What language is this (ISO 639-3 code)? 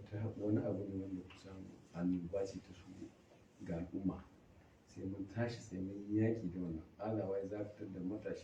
hau